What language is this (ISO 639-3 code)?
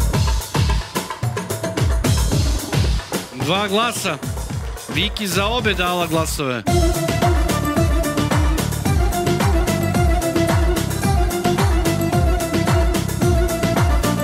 srp